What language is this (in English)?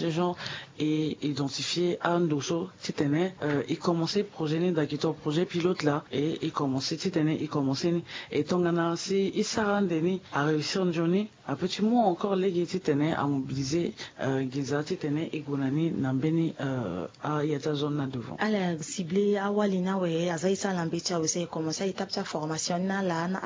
Sango